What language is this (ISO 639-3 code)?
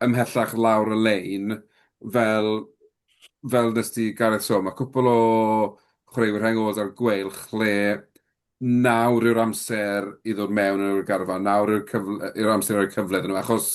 cym